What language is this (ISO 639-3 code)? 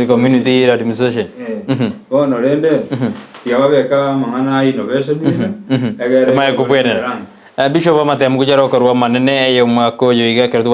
guz